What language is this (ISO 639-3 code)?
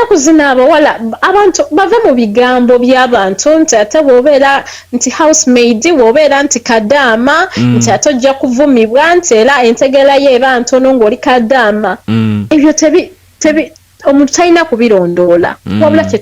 lug